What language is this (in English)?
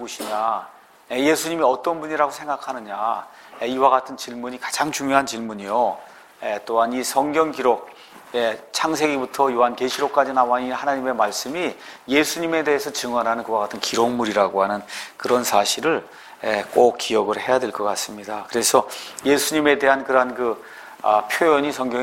Korean